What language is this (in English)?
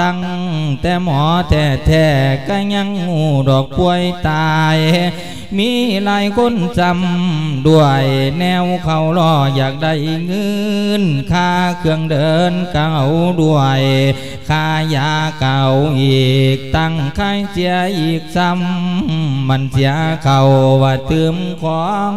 Lao